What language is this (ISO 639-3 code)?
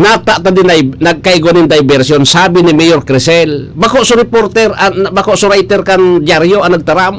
bik